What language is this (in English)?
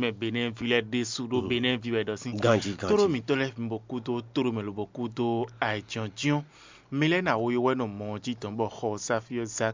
Fon